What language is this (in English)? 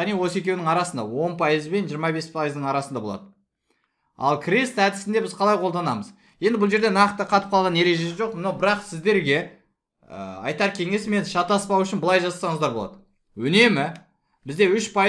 Kazakh